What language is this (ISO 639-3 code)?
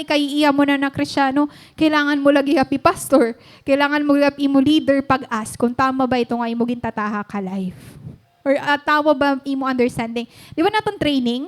war